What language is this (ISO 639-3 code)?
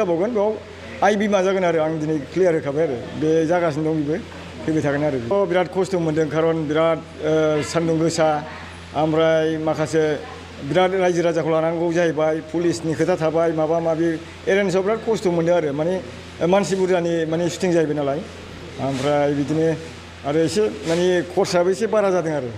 brx